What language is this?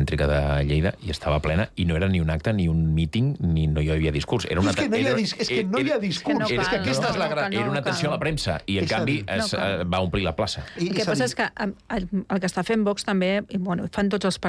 Catalan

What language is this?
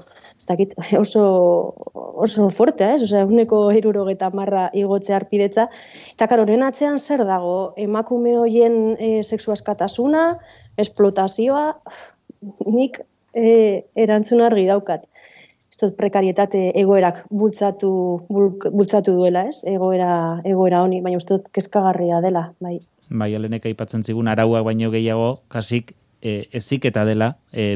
Basque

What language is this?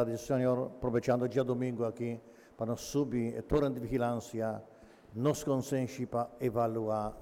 Papiamento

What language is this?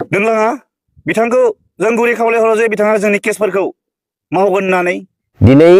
Bodo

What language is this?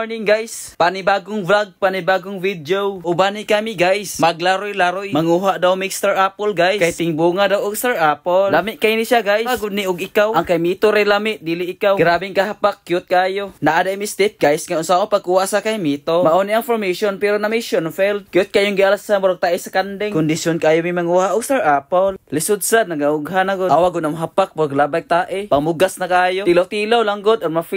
Cebuano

